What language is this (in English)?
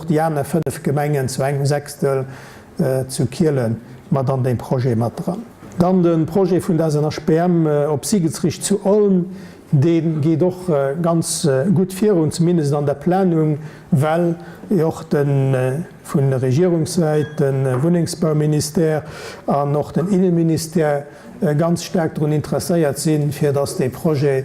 Luxembourgish